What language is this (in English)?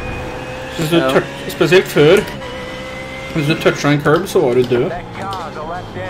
Norwegian